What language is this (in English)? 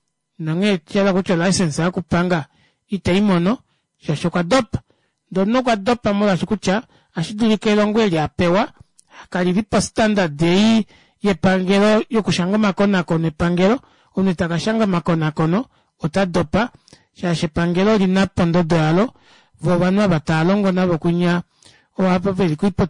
Kuanyama